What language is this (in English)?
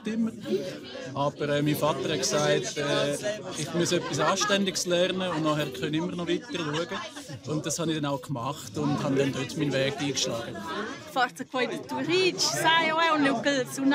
Romansh